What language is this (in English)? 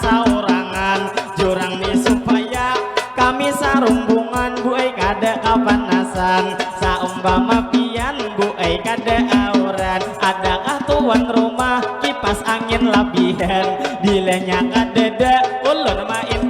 Banjar